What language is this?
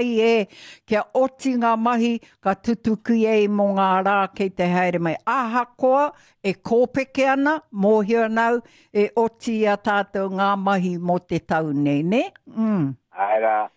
Māori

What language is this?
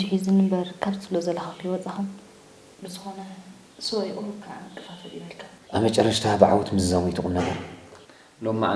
Tigrinya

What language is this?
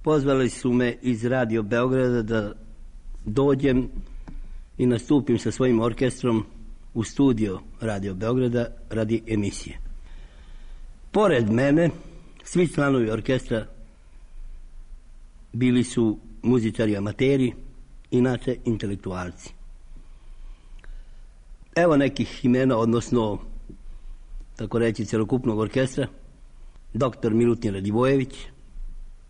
Serbian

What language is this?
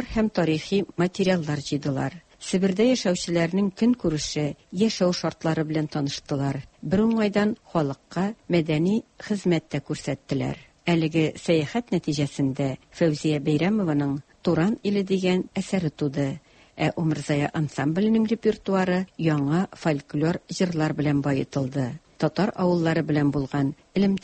Tatar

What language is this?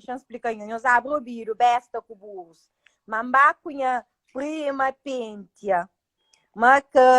Kabuverdianu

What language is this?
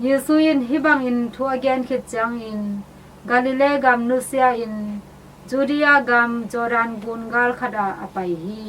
Tedim Chin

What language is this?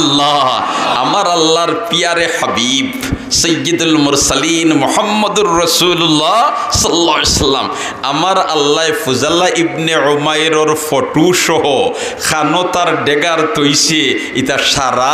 Sylheti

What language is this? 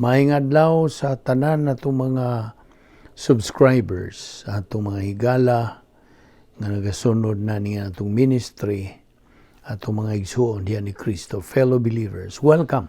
Cebuano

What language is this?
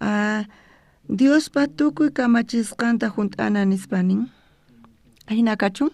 South Bolivian Quechua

